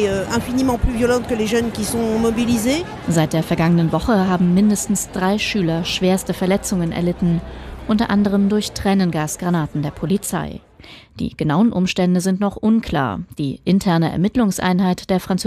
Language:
German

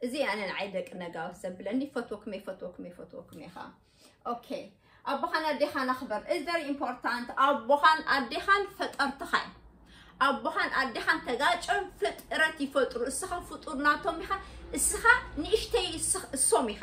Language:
Tigrinya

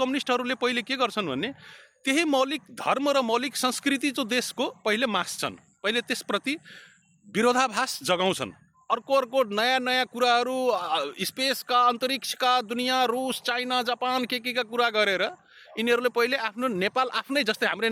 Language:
Nepali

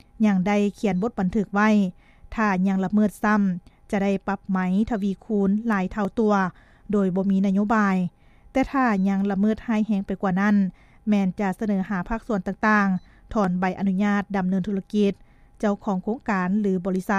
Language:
Lao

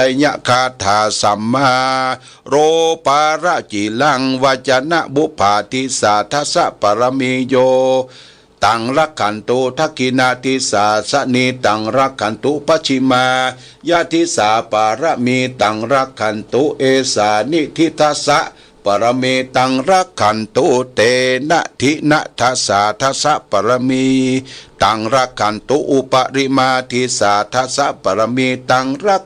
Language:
Pali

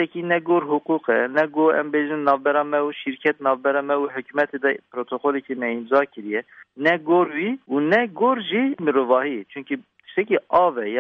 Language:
Kurdish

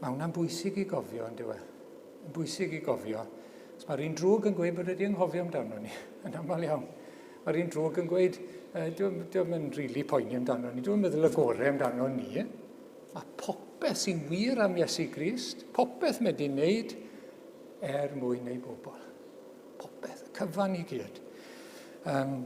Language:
Welsh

